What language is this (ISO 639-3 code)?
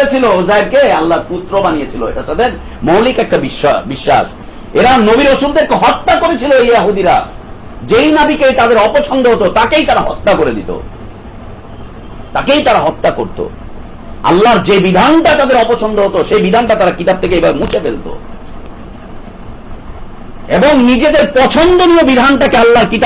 ben